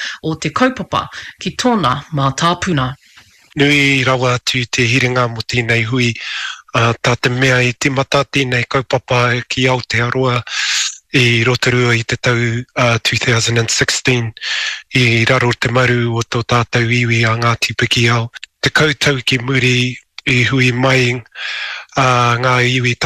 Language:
Māori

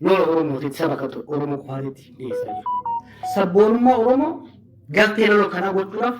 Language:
Oromo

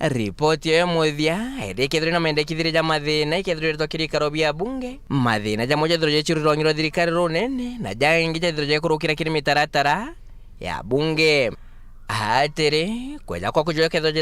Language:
Meru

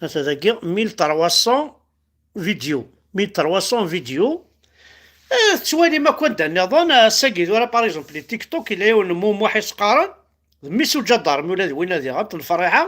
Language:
Kabyle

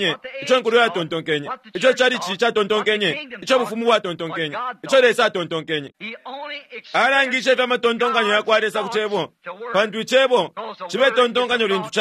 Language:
Bemba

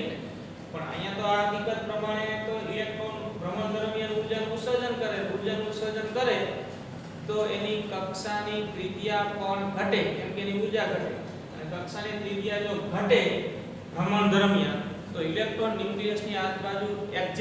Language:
Gujarati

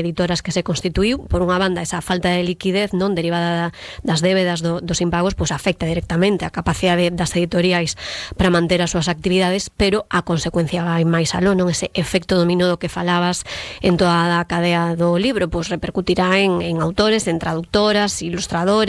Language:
Galician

